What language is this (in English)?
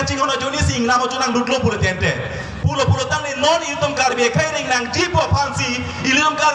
Karbi